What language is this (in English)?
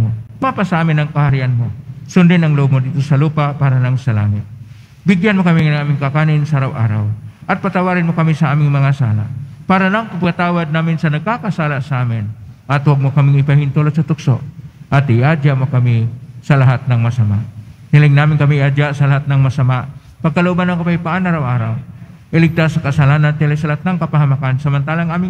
Filipino